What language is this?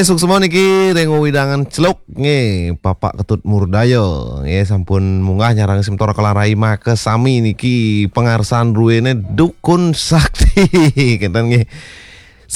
Balinese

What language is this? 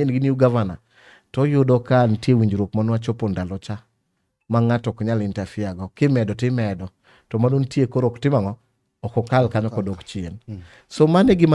Luo (Kenya and Tanzania)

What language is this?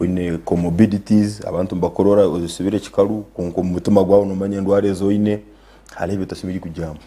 Nyankole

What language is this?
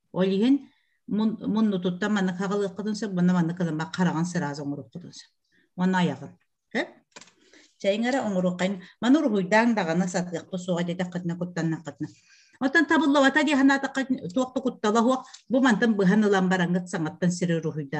Yakut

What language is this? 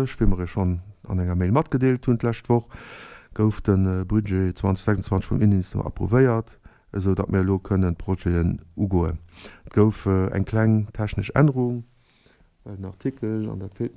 Luxembourgish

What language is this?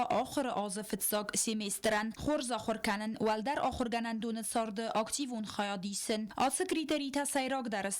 Ossetic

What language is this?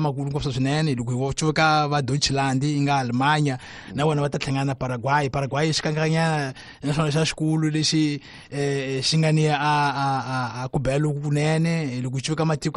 Tsonga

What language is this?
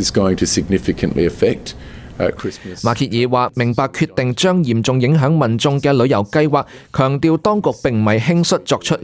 Cantonese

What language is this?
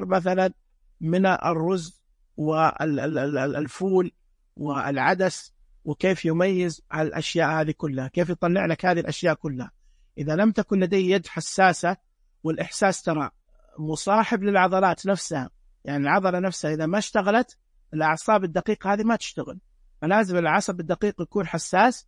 Najdi Arabic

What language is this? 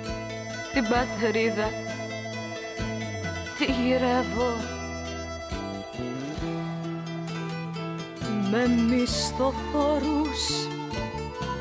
Greek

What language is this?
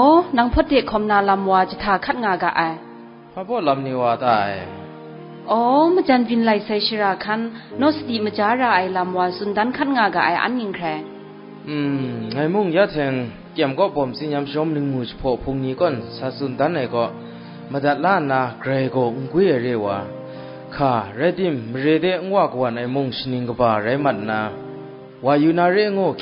Kachin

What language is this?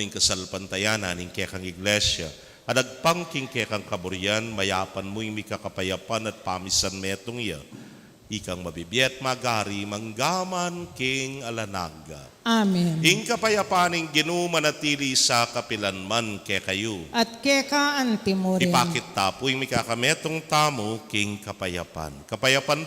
Pampanga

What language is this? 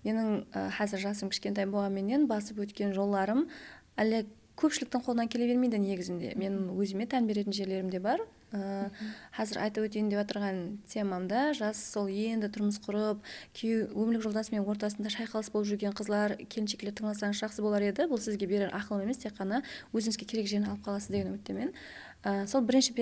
Kara-Kalpak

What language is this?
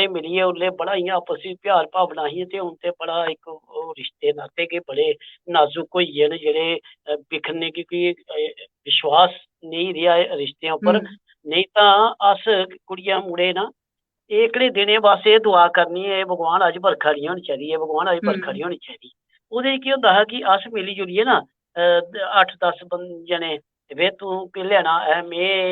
Dogri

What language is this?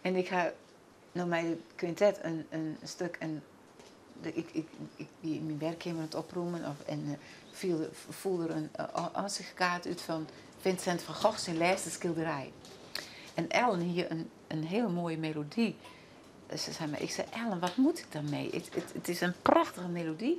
Western Frisian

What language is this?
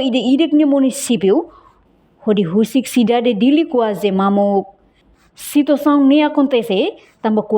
Tetum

